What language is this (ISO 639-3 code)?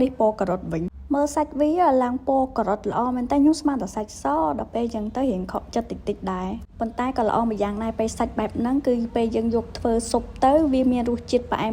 khm